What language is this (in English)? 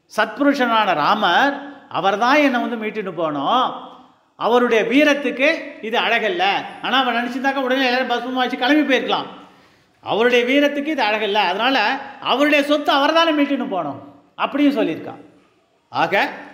Tamil